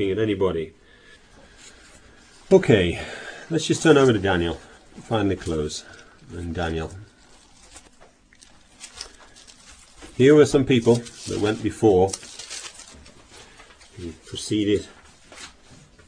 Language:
English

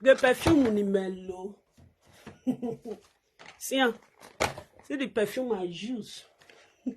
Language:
Nigerian Pidgin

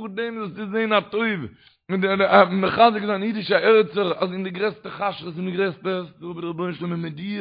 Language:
Yiddish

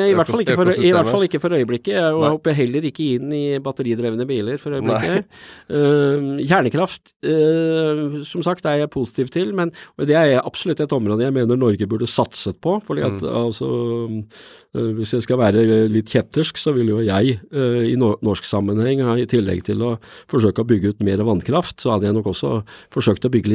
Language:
Norwegian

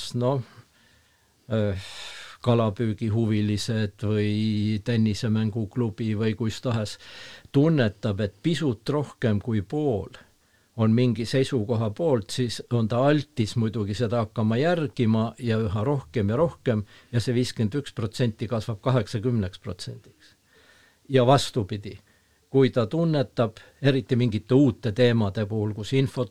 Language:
Estonian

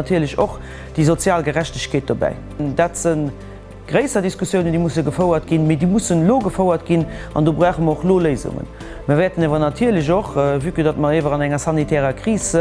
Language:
Luxembourgish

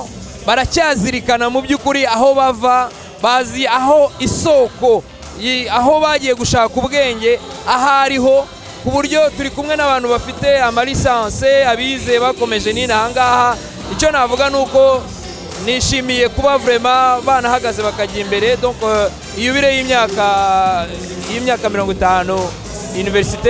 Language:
Kinyarwanda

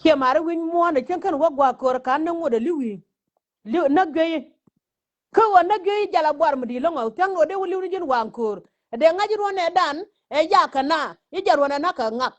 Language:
Nuer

